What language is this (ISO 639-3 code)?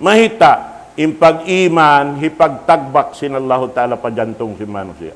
tsg